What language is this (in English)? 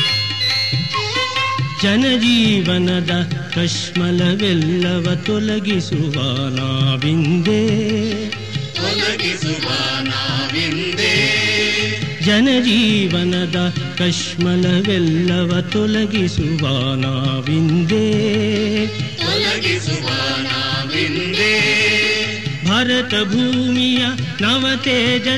Kannada